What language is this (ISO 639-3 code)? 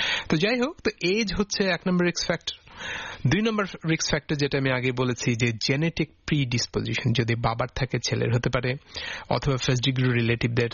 ben